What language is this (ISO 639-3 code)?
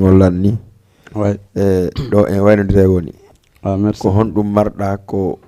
ful